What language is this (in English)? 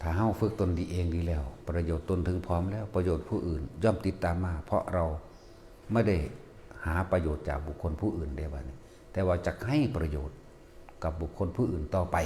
Northeastern Thai